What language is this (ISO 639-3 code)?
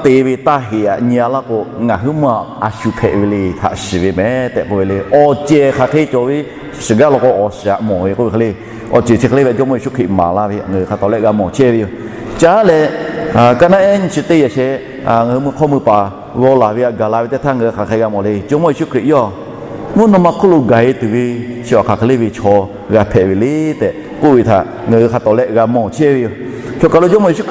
lhu